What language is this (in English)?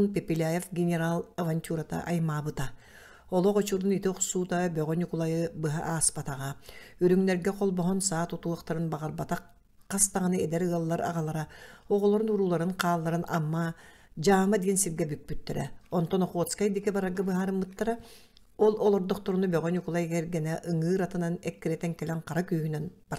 Yakut